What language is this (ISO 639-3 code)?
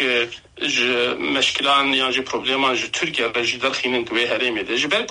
kur